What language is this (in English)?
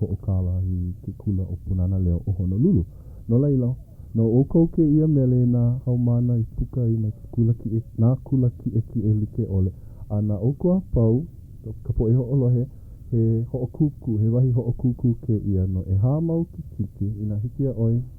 Hawaiian